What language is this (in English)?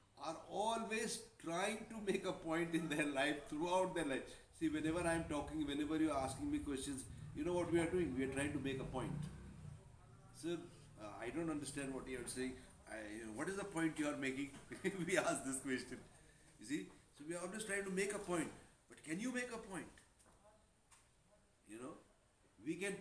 English